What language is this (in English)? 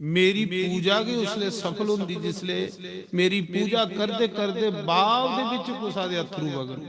Dogri